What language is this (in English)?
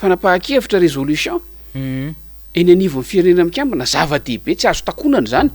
Malagasy